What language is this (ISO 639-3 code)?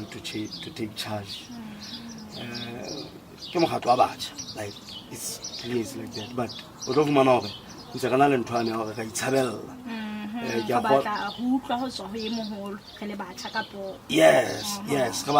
sot